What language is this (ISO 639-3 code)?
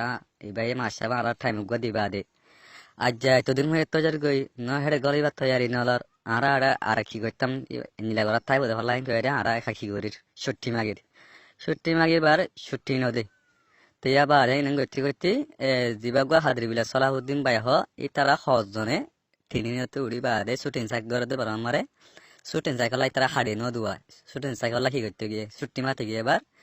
rhg